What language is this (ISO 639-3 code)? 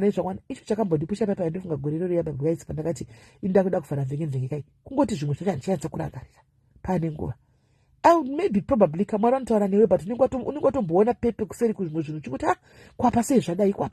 sna